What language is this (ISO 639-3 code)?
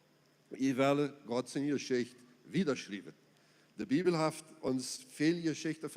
pdt